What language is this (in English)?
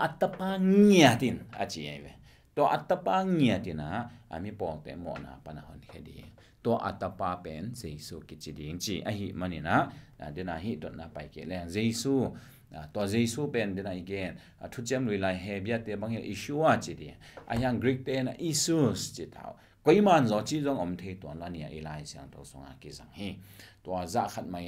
Tedim Chin